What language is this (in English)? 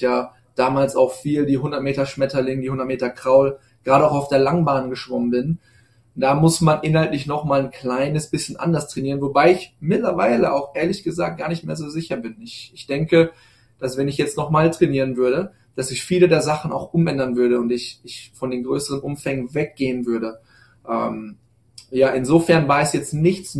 German